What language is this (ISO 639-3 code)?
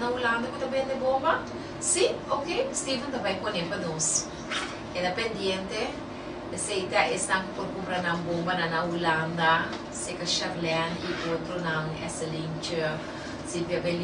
pap